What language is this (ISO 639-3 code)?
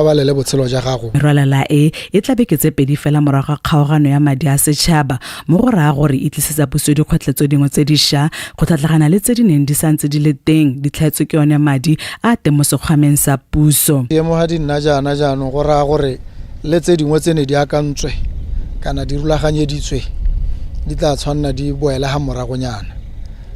tsn